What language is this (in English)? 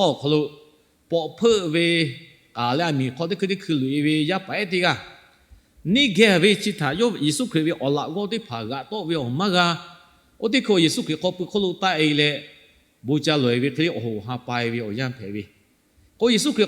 Lahu